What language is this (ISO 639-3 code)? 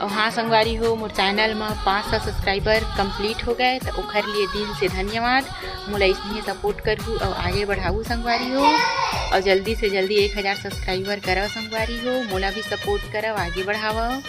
hne